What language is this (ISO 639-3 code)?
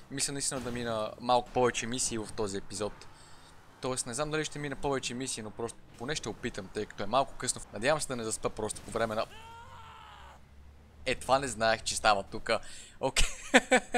bul